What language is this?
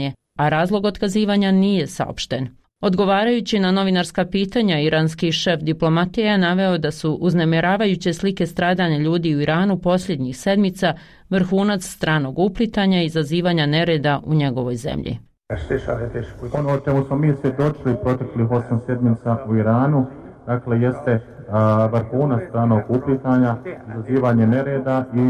Bosnian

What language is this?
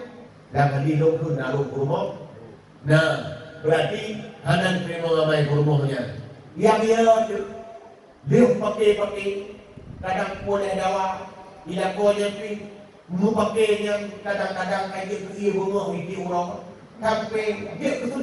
Achinese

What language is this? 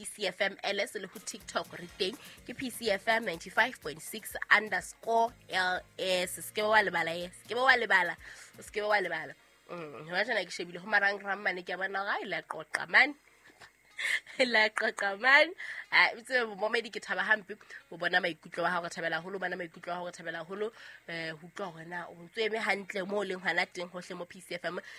Southern Sotho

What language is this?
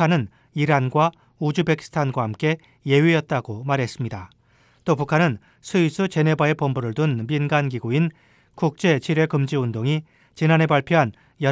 Korean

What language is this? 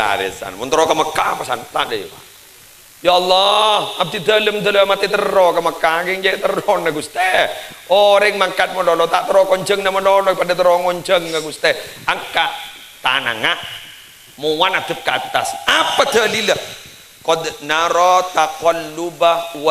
Madurese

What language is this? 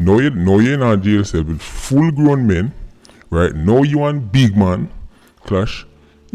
Jamaican Creole English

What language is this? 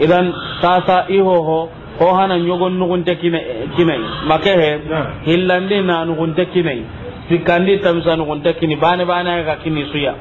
Soninke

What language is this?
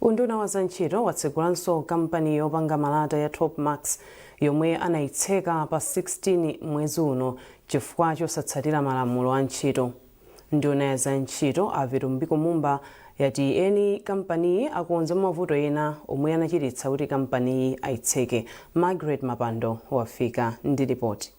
Nyanja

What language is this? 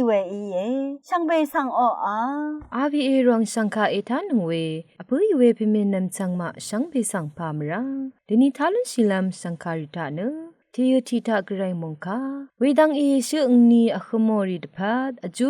Rawang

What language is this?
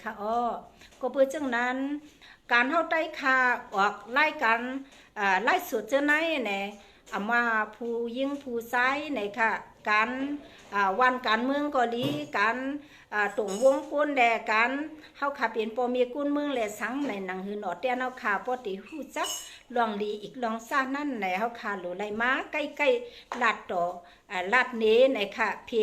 Shan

